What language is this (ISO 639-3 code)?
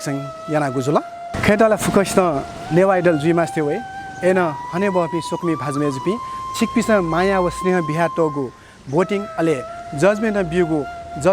new